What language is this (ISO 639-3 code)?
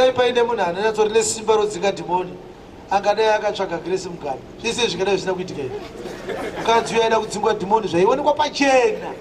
sna